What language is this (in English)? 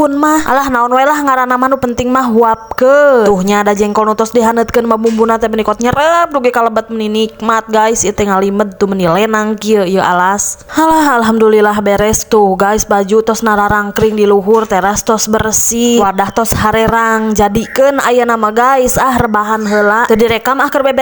Sundanese